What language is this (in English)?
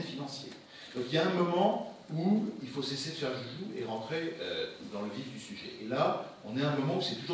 French